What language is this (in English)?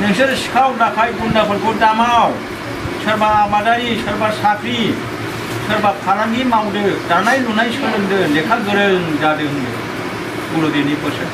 Bodo